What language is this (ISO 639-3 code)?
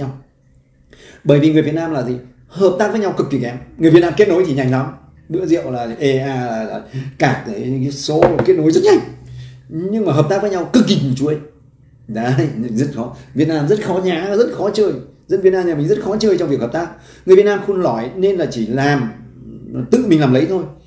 vie